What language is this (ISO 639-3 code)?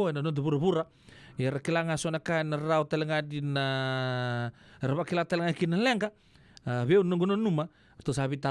fij